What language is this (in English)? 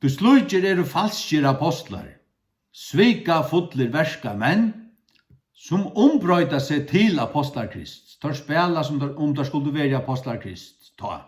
Faroese